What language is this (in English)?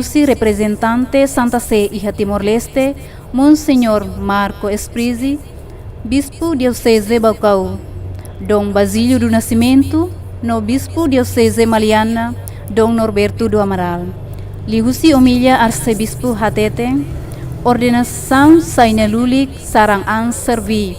Tetum